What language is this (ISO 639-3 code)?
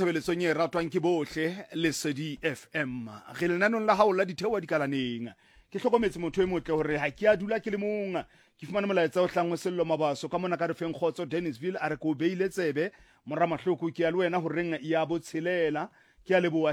sot